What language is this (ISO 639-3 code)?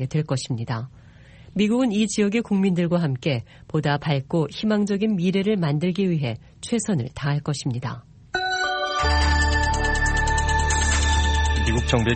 kor